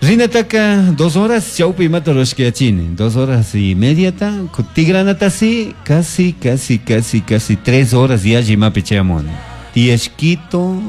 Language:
Chimborazo Highland Quichua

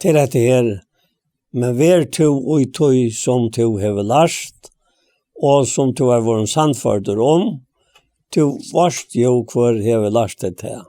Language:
Faroese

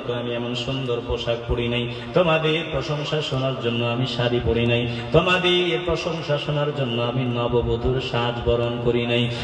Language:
Bangla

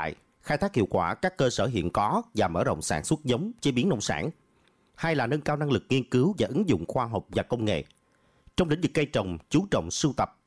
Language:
Vietnamese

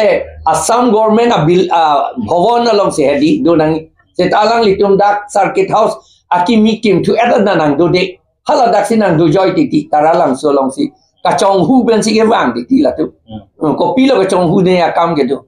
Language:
Karbi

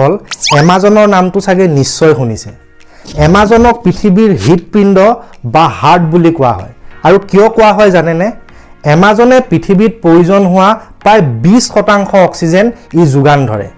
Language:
Assamese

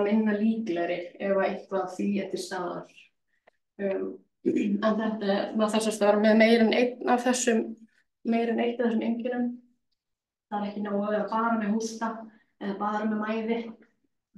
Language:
Icelandic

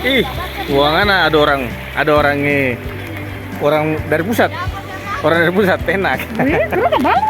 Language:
Ambonese Malay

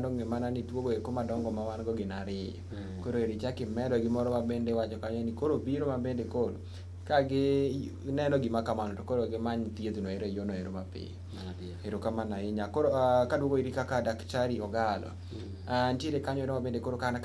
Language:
Luo (Kenya and Tanzania)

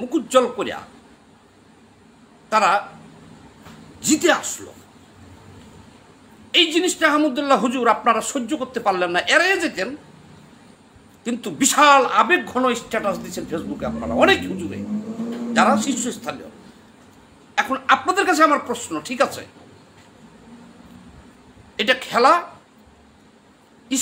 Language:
Bangla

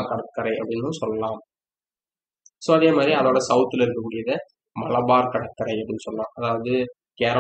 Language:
Tamil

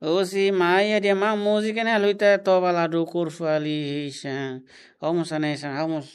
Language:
Tetum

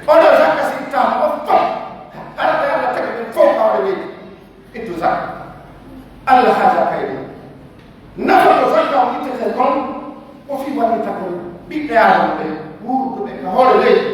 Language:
Pular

